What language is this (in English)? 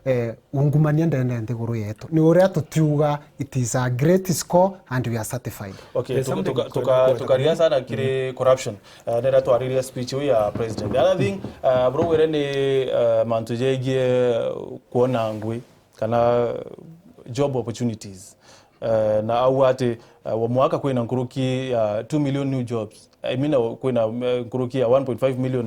Meru